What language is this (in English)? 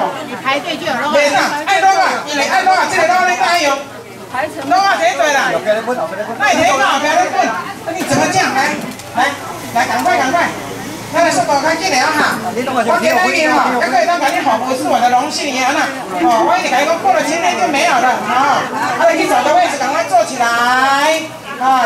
Min Nan Chinese